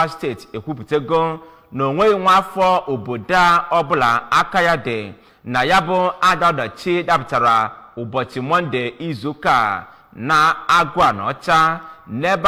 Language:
Igbo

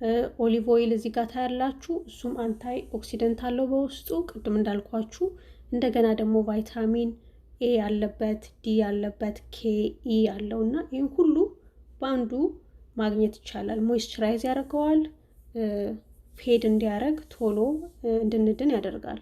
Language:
Amharic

